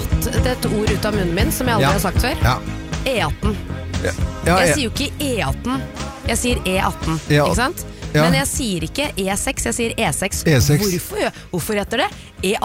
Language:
Norwegian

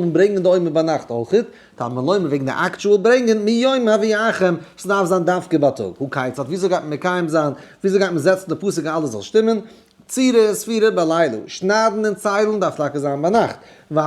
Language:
Yiddish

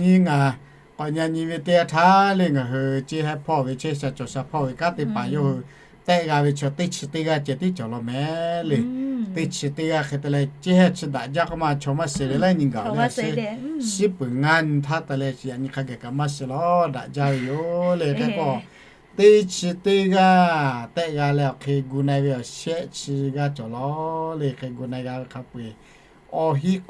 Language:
Lahu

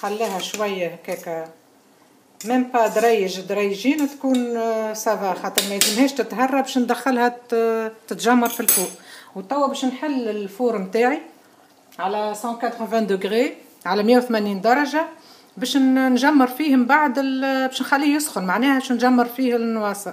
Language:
Tunisian Arabic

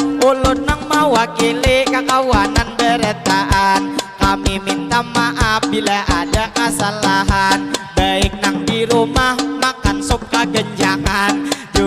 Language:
Banjar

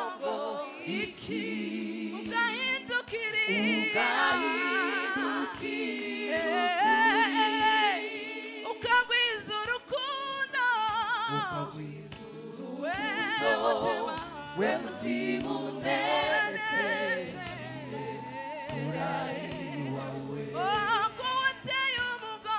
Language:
Kinyarwanda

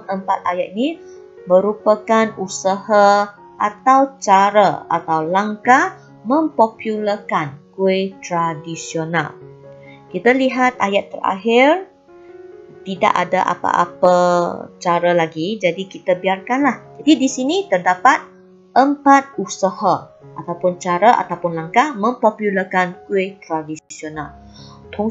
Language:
Malay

